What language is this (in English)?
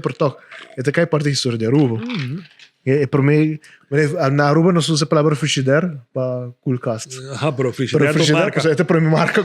Papiamento